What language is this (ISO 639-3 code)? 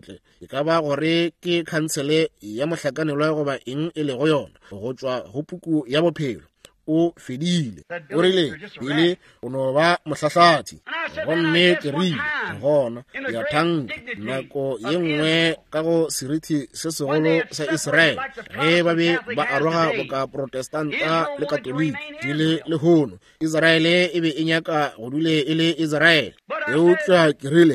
nso